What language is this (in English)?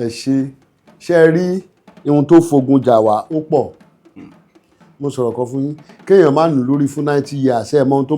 Yoruba